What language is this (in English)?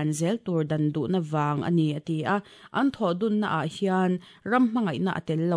Mizo